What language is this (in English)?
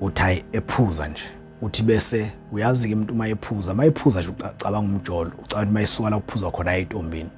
Zulu